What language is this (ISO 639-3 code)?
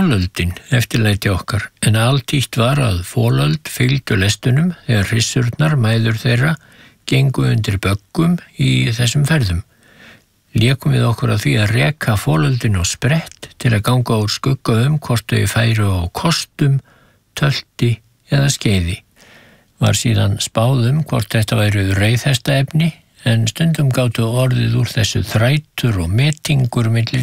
isl